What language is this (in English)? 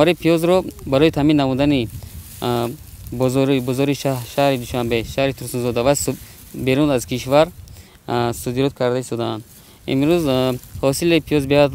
Tajik